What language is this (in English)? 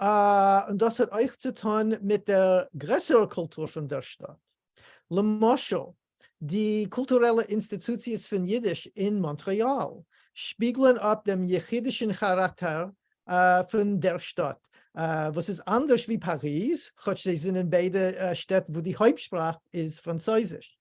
Yiddish